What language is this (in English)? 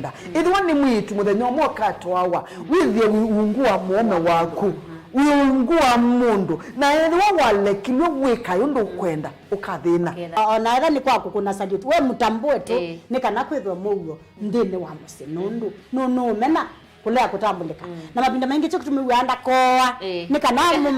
Kamba